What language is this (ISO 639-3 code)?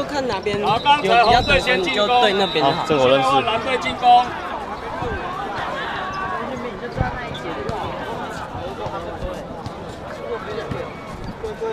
zho